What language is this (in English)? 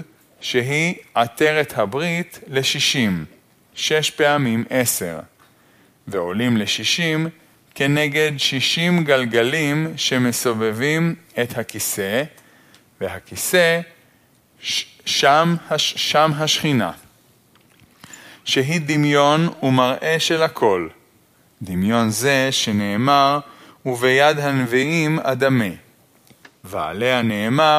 Hebrew